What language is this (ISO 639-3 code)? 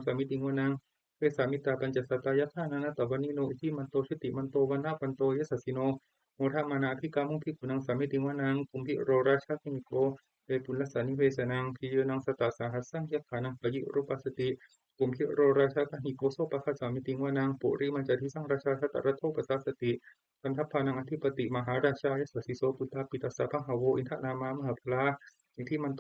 pli